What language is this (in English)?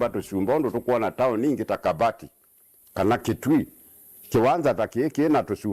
Kamba